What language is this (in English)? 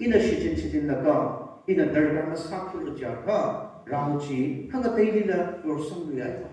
Tangkhul Naga (India)